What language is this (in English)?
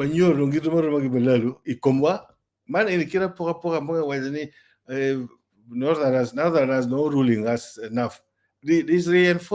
Acoli